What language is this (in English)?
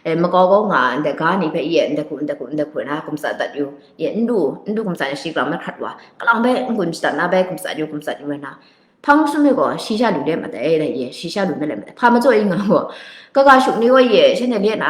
Kachin